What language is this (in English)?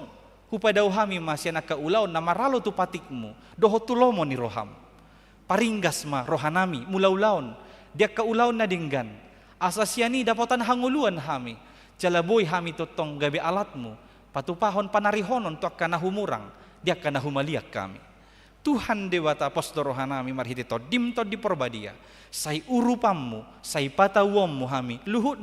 Batak Toba